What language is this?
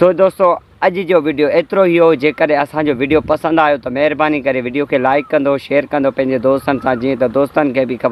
Sindhi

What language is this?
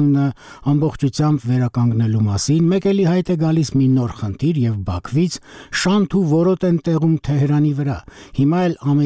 Armenian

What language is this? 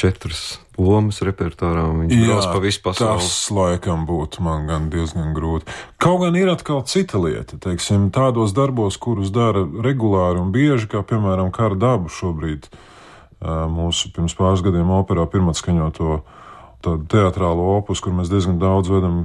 Latvian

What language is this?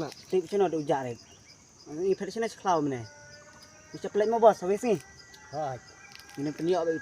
Khasi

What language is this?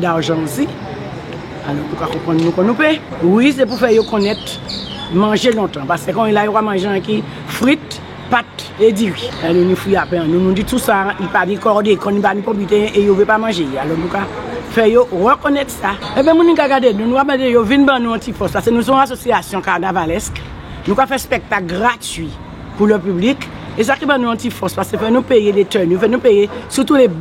Guadeloupean Creole French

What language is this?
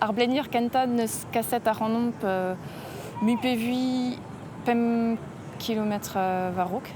Breton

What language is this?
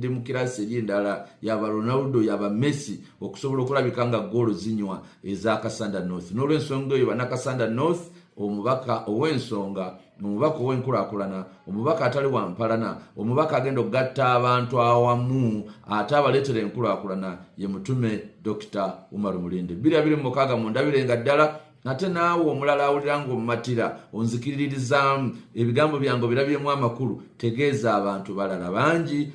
Ganda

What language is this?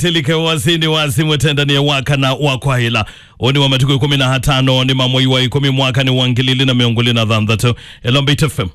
Kamba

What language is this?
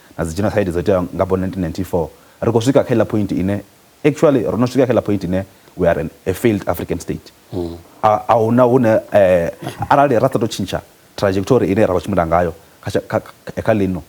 Venda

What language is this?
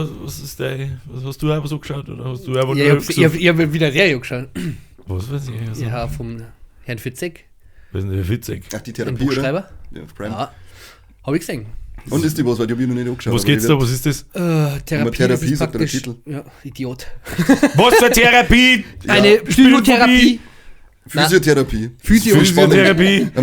Bavarian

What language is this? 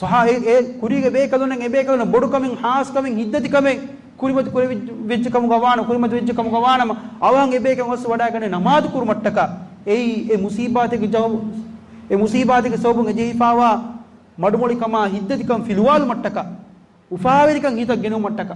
Divehi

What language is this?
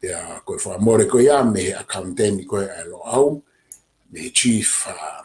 Tongan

